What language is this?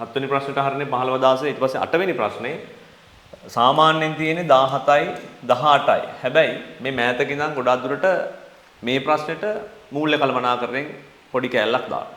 Sinhala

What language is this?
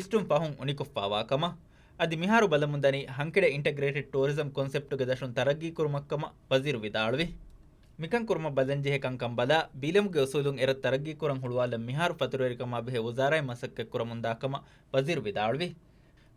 Divehi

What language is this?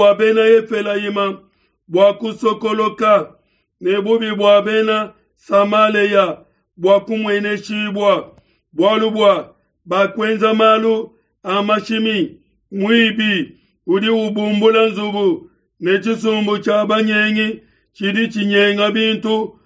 Luba-Lulua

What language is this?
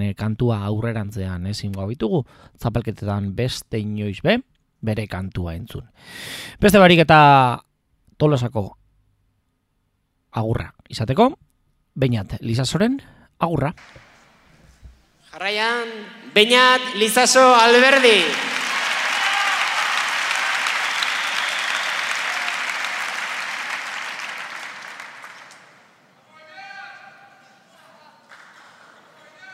Basque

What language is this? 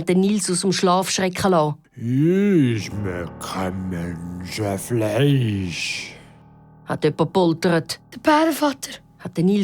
Swiss German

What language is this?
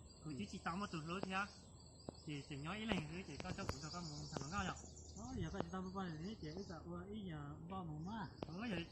Hmong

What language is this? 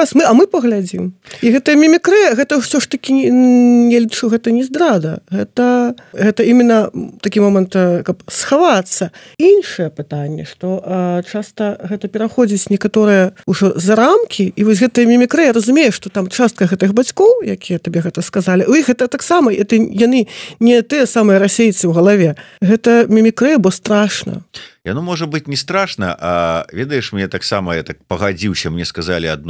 Belarusian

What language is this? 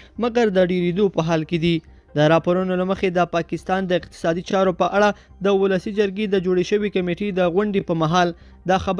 Pashto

